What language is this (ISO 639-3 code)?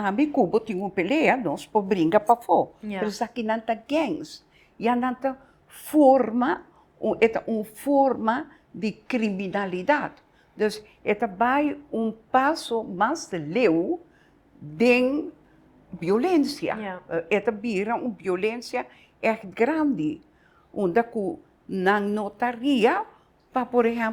pap